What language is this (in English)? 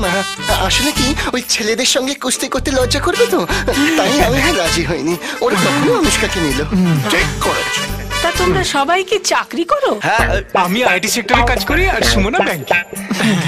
Bangla